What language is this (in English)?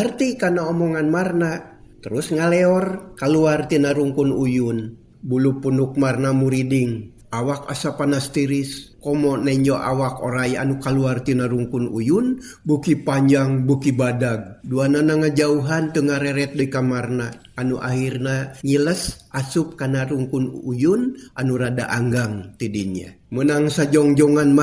Sundanese